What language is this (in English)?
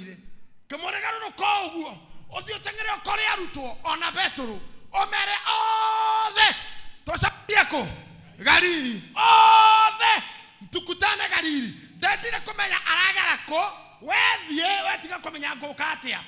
Kikuyu